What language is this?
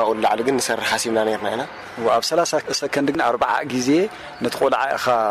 Tigrinya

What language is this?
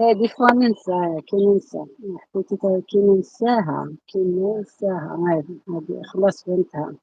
Algerian Arabic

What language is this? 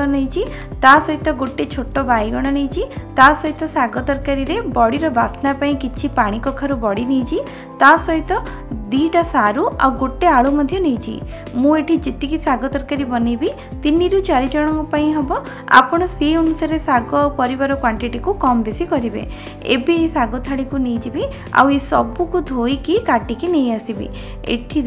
Odia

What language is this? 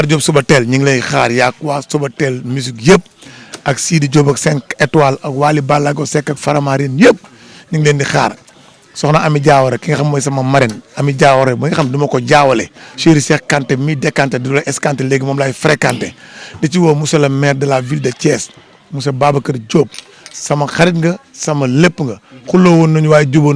Wolof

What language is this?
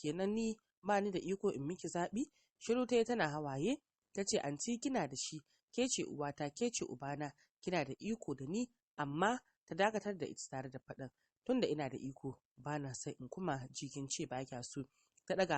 Hausa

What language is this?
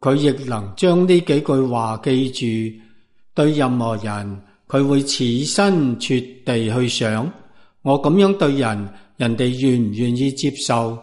Cantonese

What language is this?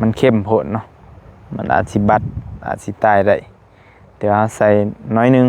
Lao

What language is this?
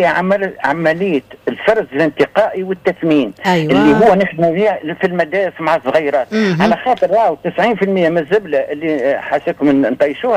Tunisian Arabic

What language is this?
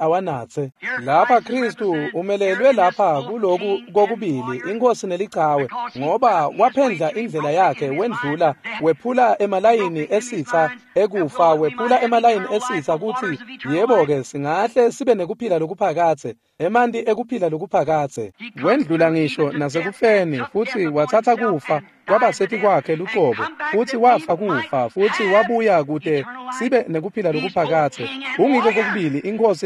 Swati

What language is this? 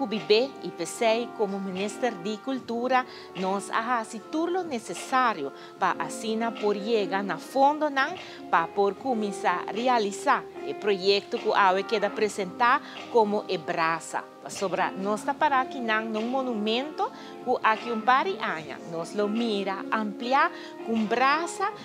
Papiamento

